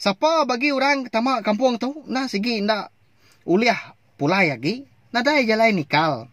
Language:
Iban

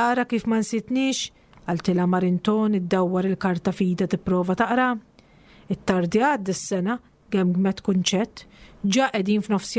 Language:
Maltese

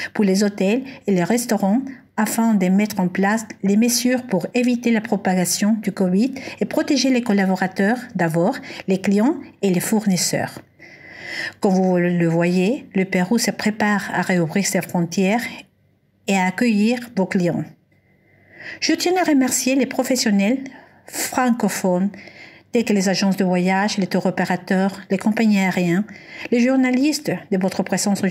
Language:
French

